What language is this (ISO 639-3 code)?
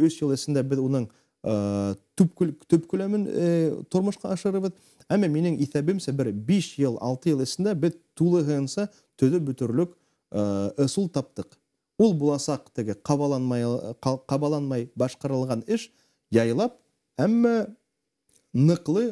bak